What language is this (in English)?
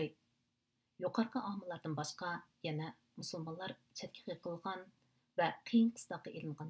Uyghur